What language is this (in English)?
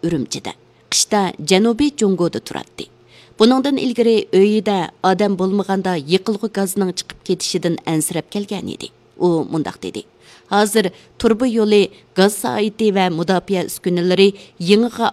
Uyghur